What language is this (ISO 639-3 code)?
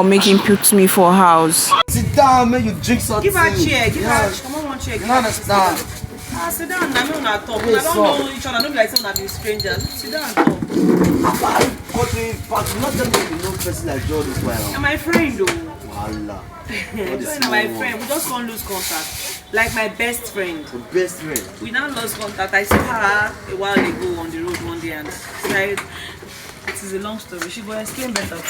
pcm